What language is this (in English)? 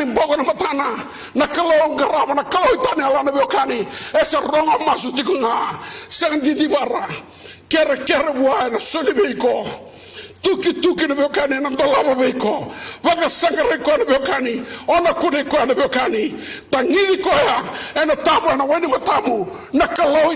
Fijian